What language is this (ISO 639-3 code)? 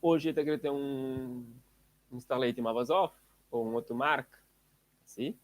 kea